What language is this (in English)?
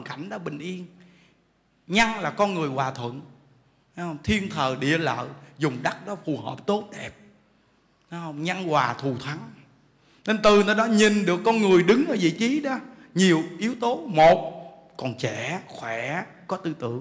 Vietnamese